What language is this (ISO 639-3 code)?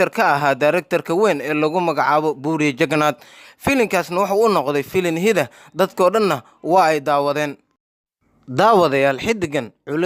som